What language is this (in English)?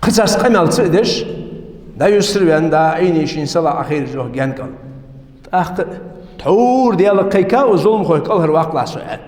Ingush